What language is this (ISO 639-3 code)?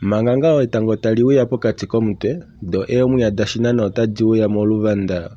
kua